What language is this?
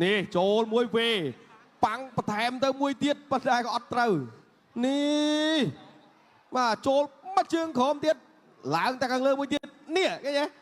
Khmer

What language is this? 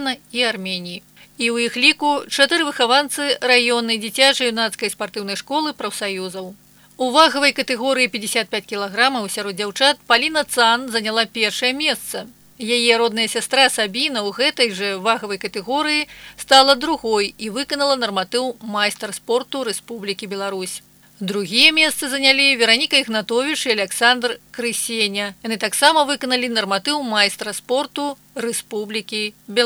Belarusian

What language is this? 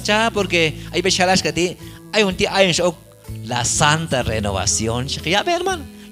Q'anjob'al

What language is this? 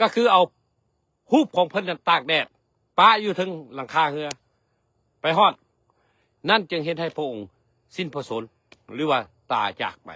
Lao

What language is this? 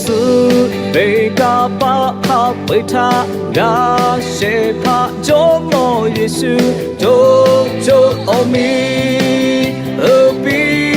Lahu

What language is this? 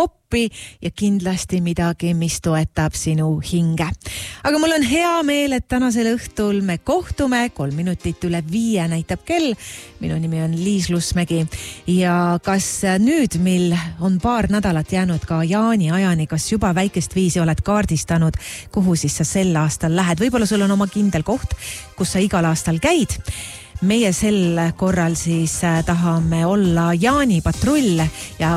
Estonian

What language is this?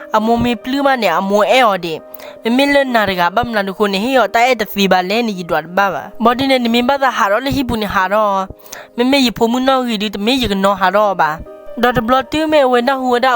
S'gaw Karen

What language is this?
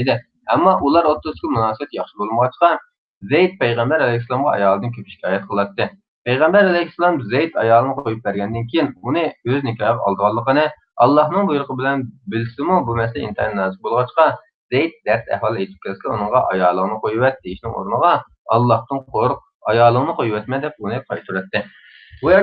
Uyghur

